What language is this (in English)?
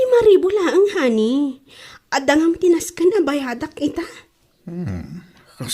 Iloko